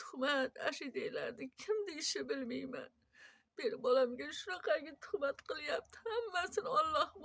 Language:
Uzbek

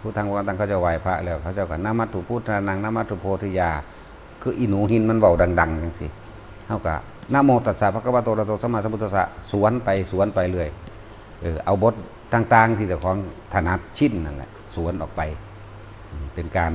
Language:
Northeastern Thai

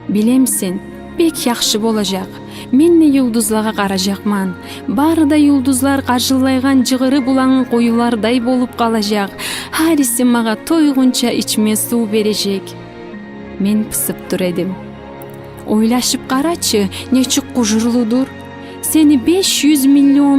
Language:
Kumyk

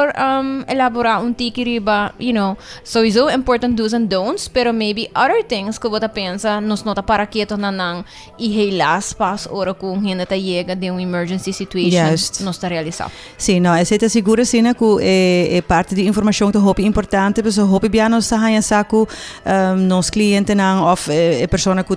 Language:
Papiamento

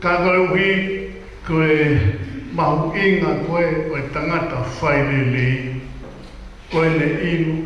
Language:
Tongan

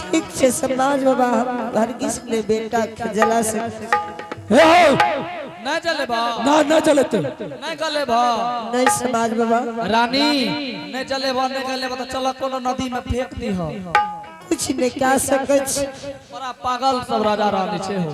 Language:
Angika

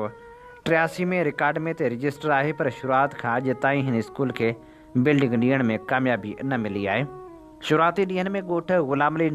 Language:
Sindhi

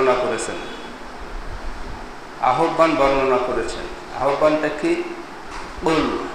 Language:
Bangla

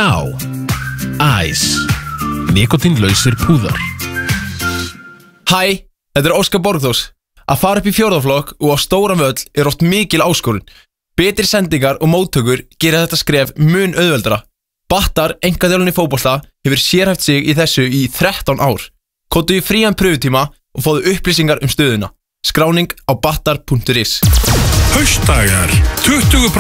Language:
Icelandic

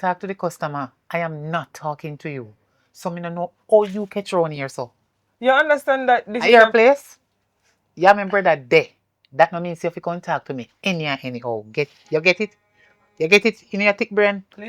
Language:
Jamaican Creole English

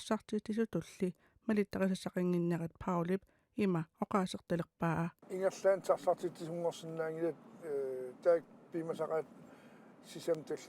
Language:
Kalaallisut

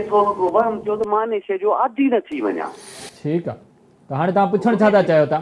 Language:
Sindhi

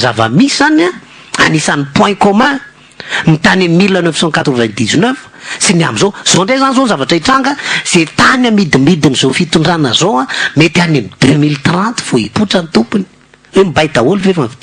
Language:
Malagasy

